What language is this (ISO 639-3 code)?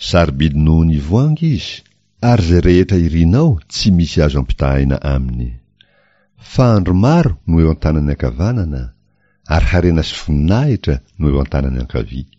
mlg